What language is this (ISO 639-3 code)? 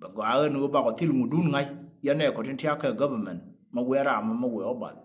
nus